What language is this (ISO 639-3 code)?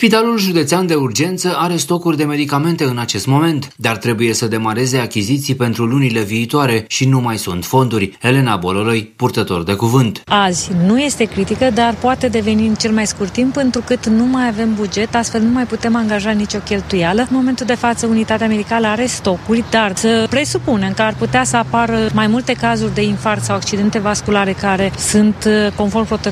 ron